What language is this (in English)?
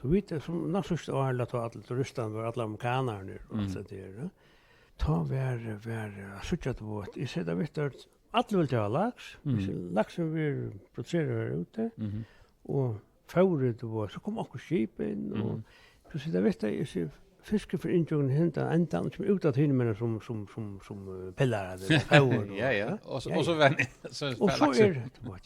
Faroese